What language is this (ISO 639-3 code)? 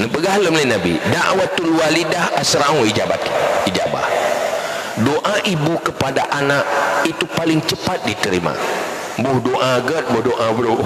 ace